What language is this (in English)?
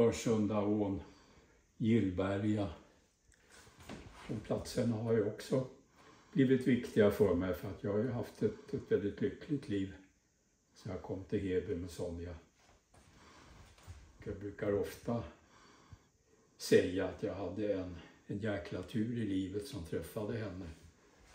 Swedish